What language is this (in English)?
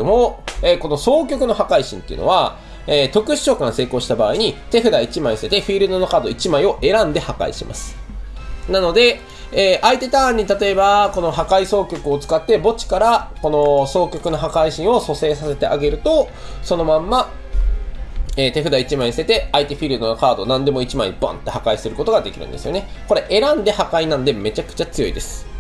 Japanese